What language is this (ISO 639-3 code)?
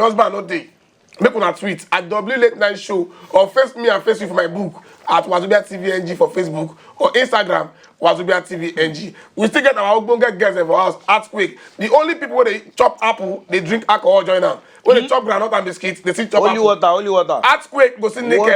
pcm